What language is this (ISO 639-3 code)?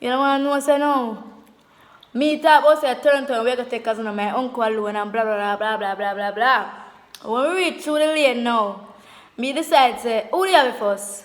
jam